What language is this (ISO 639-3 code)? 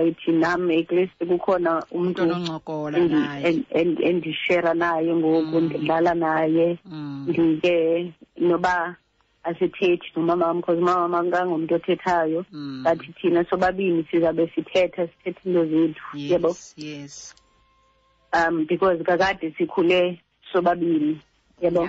xho